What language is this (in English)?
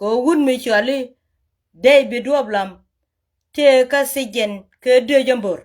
Nuer